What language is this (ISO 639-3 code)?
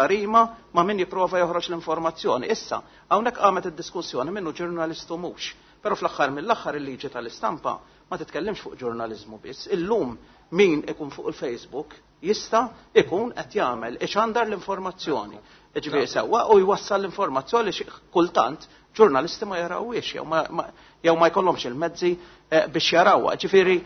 mlt